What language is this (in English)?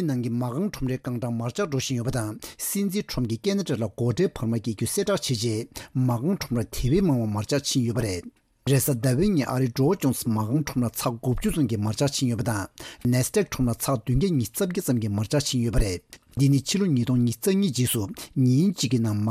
Tibetan